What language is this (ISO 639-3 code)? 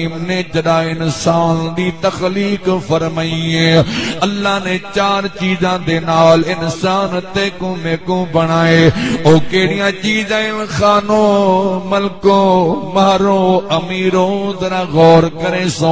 skr